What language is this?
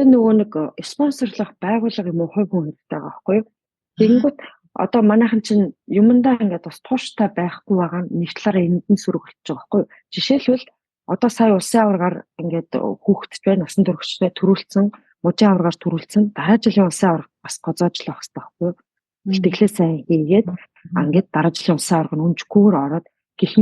Mongolian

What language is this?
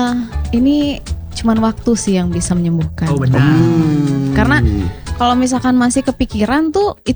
Indonesian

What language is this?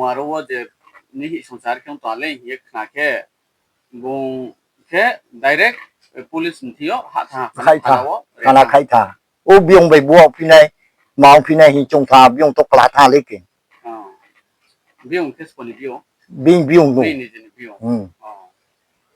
Riang (India)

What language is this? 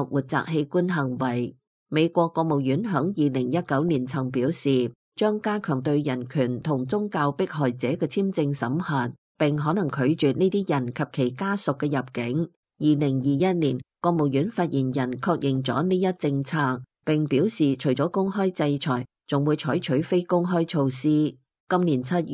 Cantonese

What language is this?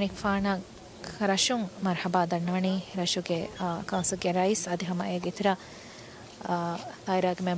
Divehi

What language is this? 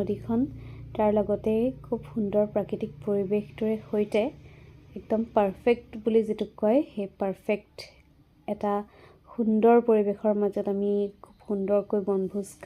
Assamese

